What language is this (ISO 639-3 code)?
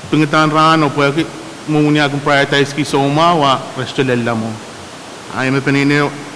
pon